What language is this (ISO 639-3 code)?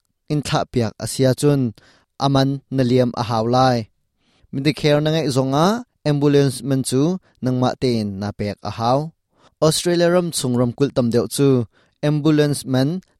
cnh